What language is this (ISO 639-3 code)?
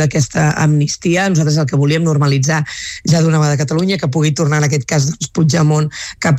cat